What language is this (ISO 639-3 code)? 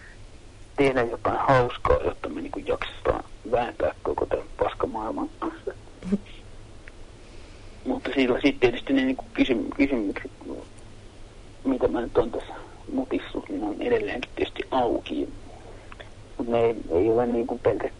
fin